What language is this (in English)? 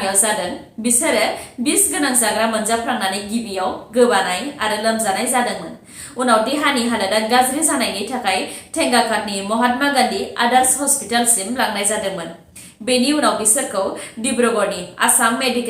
Bodo